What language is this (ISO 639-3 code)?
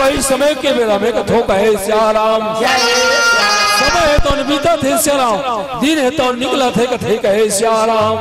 hne